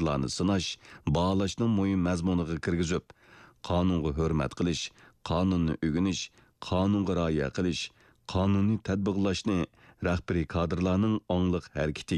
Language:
Uyghur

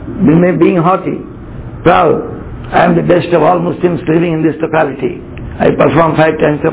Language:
English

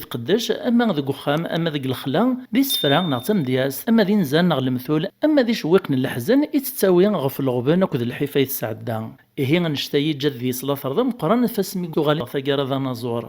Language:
Kabyle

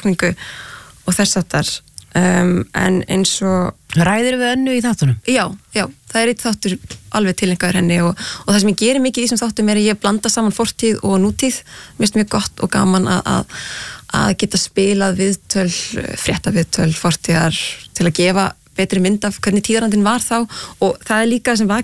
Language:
Icelandic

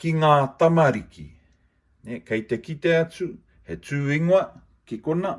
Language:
Māori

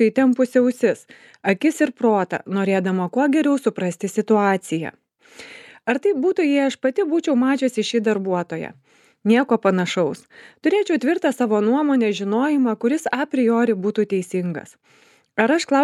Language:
Lithuanian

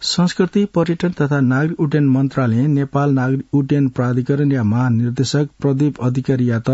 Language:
Newari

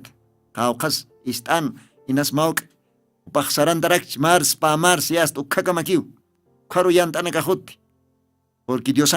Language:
Aymara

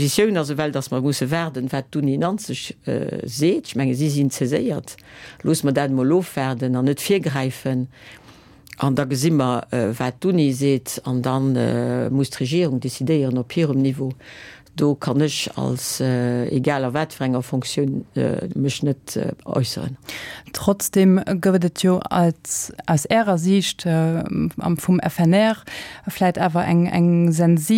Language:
Luxembourgish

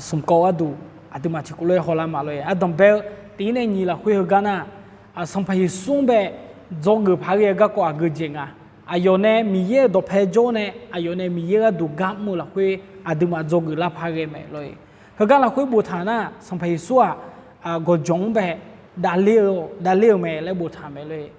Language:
Akha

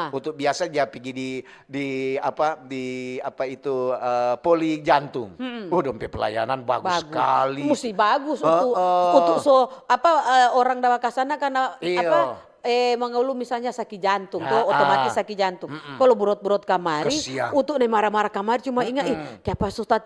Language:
Manado Malay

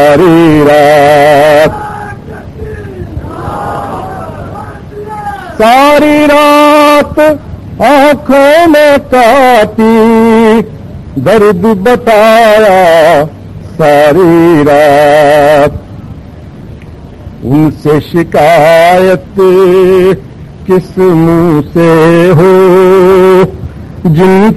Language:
Urdu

